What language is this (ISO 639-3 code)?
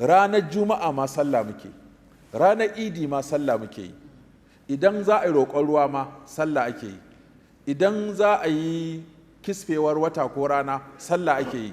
hau